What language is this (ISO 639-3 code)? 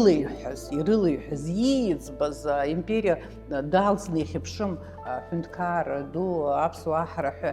abk